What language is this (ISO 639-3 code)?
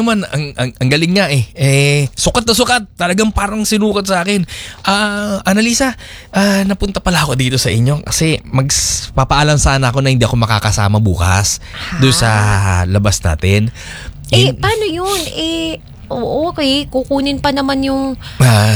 fil